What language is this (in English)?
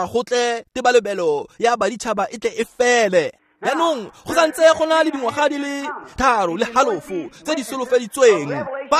Tswana